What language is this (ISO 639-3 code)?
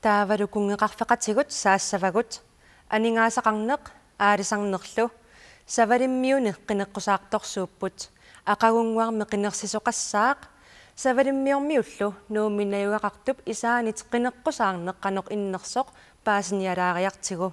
kal